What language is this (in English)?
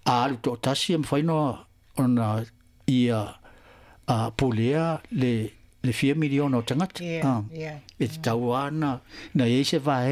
Samoan